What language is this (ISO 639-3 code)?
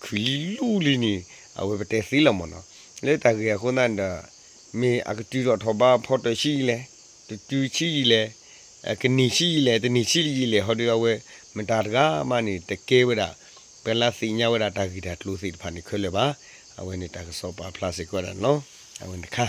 ksw